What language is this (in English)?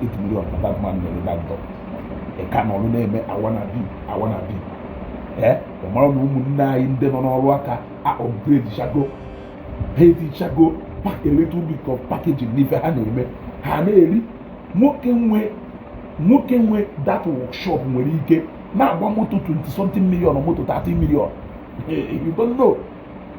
Igbo